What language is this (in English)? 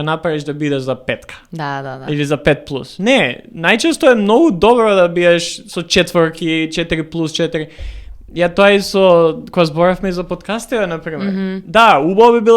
Macedonian